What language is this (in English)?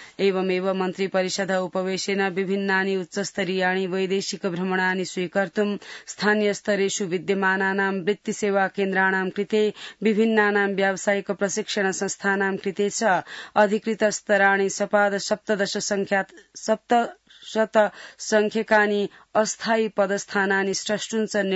Sanskrit